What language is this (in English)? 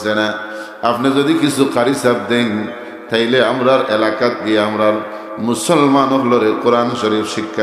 Sylheti